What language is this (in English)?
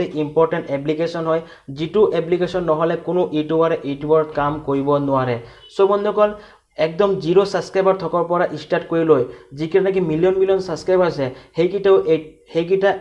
Assamese